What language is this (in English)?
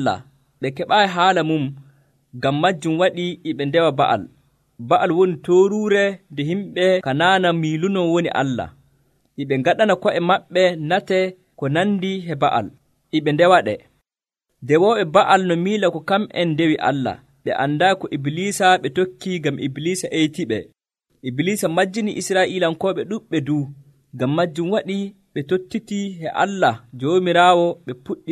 Nigerian Fulfulde